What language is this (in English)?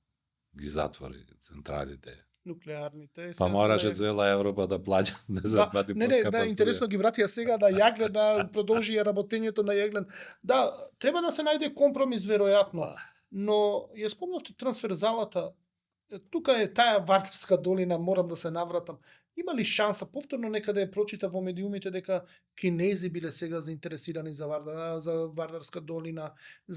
Macedonian